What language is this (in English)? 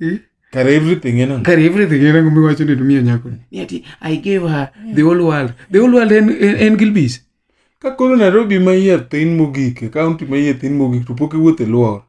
Luo (Kenya and Tanzania)